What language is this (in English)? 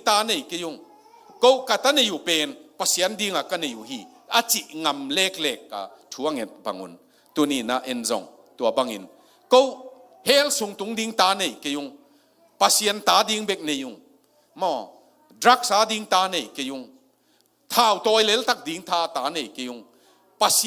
Tedim Chin